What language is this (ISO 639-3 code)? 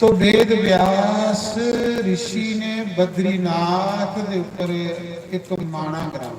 doi